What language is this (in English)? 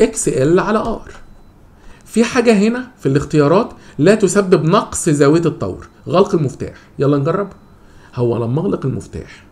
Egyptian Arabic